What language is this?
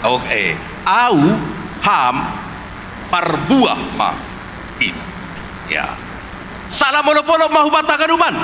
Batak Simalungun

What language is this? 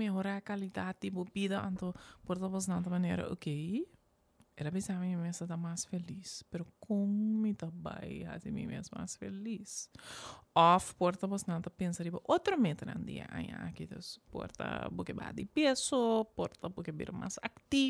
Papiamento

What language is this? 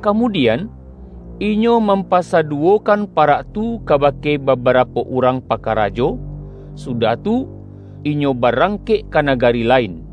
Minangkabau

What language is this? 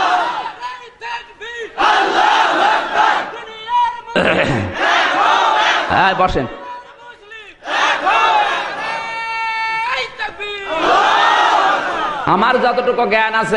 Bangla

